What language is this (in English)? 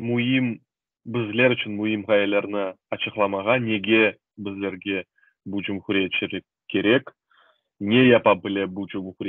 Crimean Tatar